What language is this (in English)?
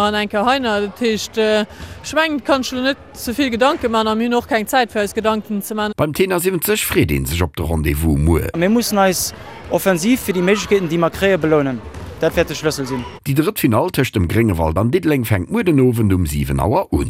Luxembourgish